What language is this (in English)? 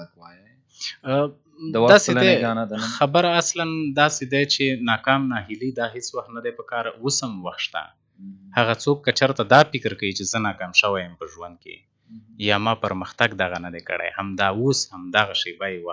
Pashto